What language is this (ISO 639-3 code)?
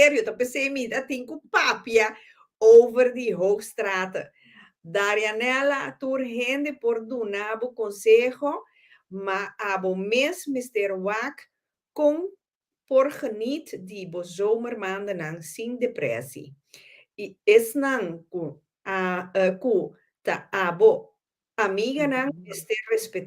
pap